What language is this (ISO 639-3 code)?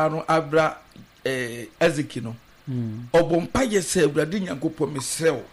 aka